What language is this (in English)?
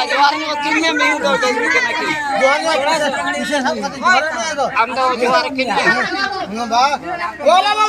Santali